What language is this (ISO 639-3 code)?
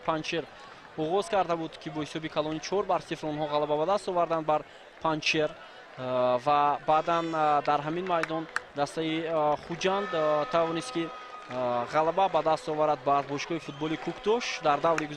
tgk